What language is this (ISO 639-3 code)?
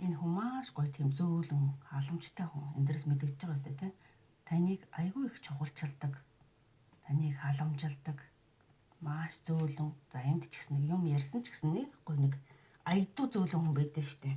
mon